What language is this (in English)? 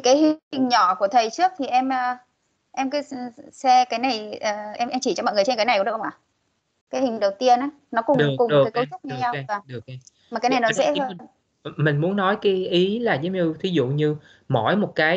Vietnamese